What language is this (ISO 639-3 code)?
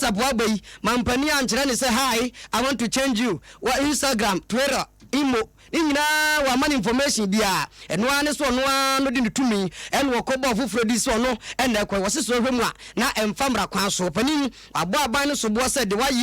aka